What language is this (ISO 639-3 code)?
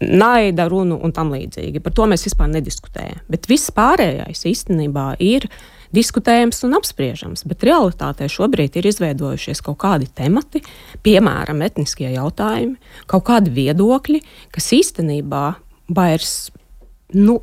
lav